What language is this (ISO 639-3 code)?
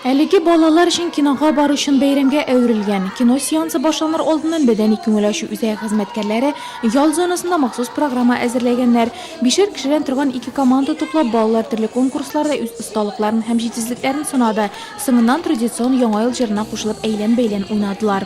tat